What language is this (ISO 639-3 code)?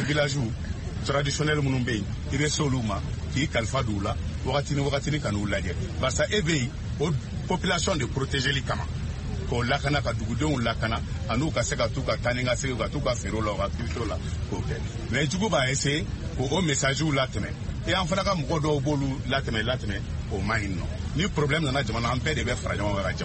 bam